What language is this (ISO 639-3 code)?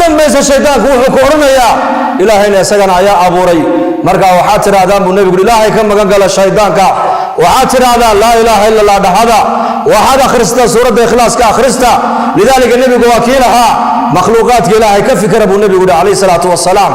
som